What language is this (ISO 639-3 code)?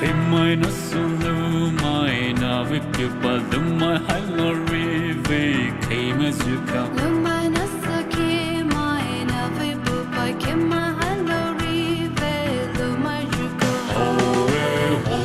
pmx